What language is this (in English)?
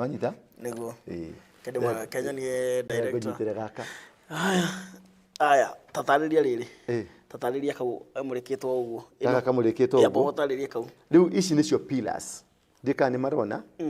Kikuyu